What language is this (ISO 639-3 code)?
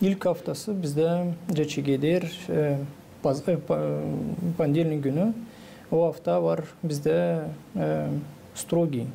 gag